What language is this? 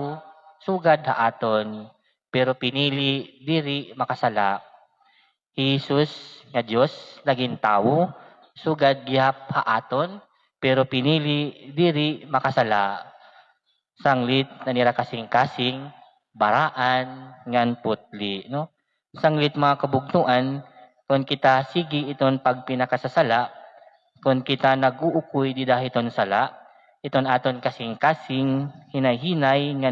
Waray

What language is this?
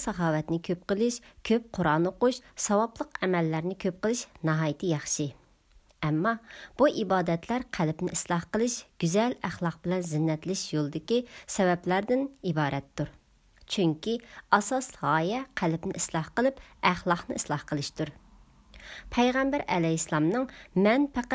Uyghur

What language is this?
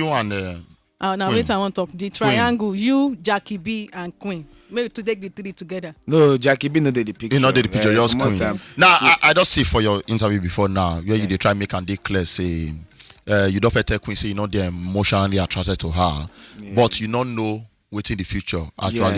Nigerian Pidgin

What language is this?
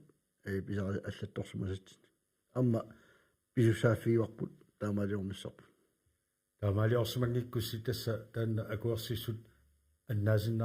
Kalaallisut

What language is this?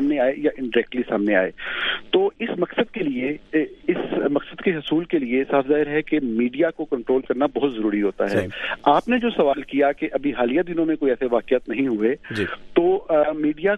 Urdu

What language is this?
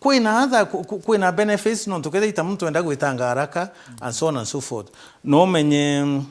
Meru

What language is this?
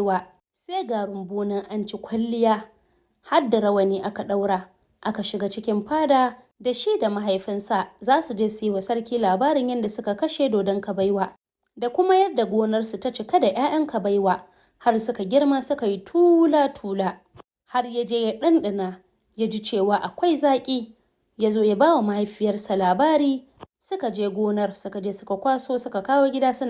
Hausa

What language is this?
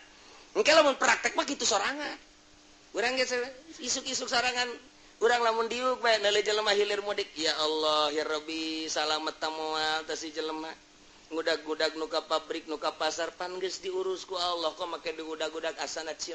Sundanese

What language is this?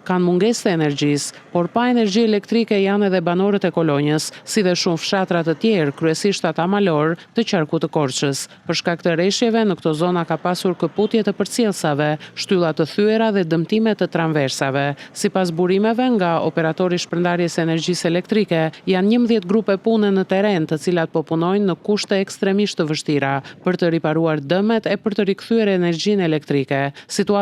Albanian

